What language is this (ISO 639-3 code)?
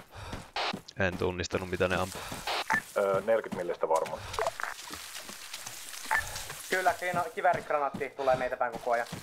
fin